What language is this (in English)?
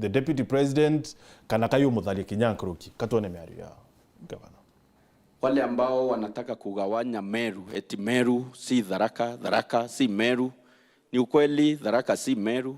Meru